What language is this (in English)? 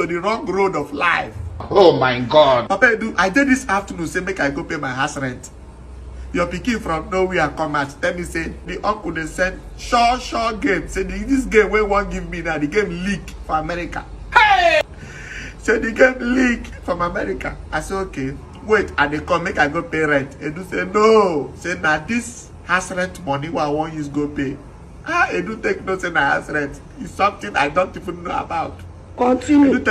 Nigerian Pidgin